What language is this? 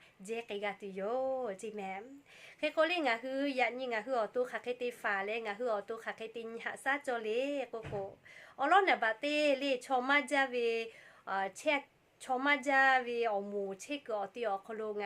Lahu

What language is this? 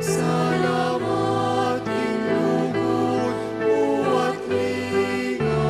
Pampanga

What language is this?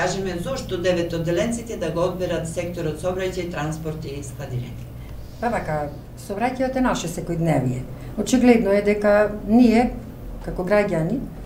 Macedonian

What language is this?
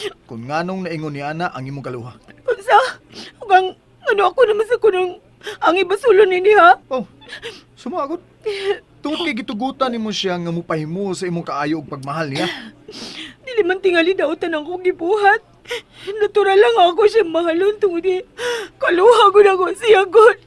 Cebuano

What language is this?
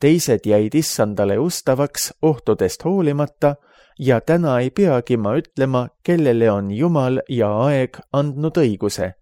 Estonian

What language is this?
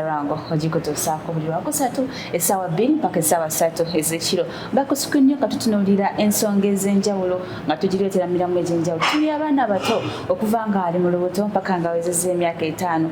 Ganda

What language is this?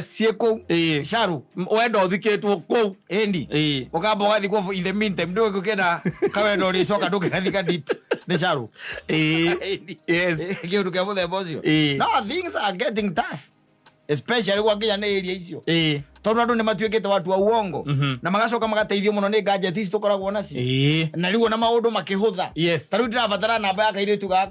Kikuyu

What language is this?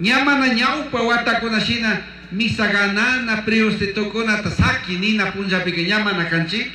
Chimborazo Highland Quichua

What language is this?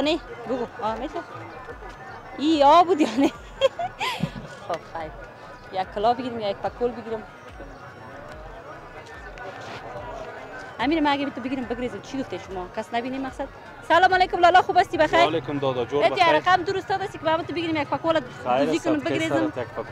Persian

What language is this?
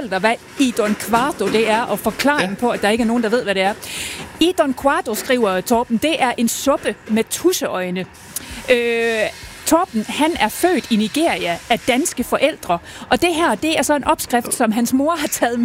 Danish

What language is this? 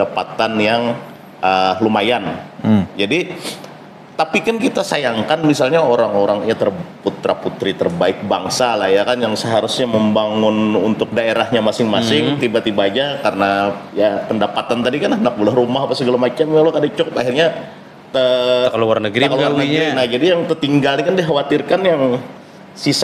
Banjar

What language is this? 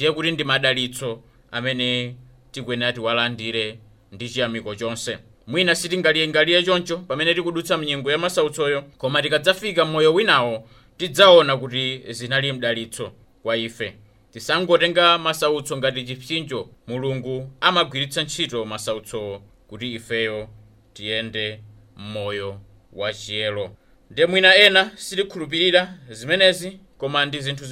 Nyanja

